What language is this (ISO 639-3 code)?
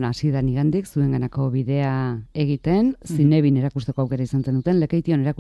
eus